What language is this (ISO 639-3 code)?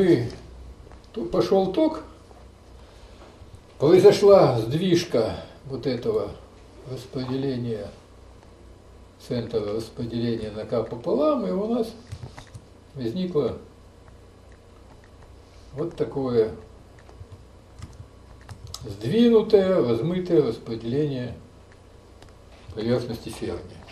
rus